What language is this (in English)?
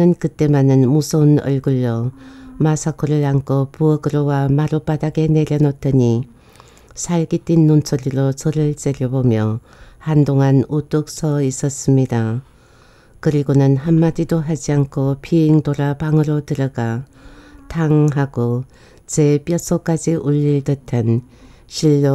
Korean